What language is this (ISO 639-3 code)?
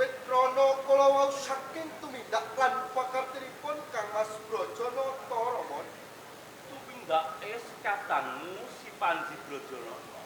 jav